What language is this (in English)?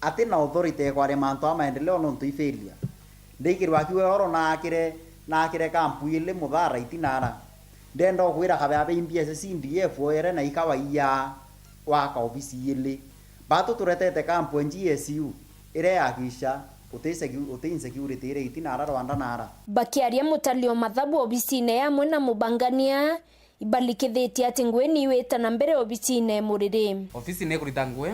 Meru